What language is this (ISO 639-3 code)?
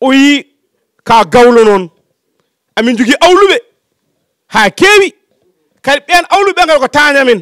ful